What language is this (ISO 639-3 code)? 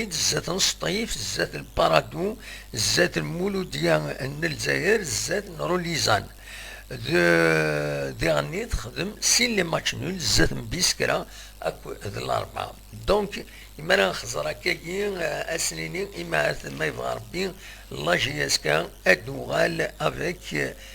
kab